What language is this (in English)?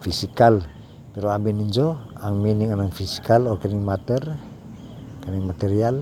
Cebuano